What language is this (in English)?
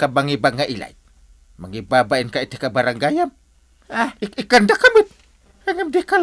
Iloko